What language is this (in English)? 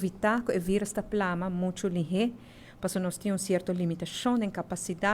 Papiamento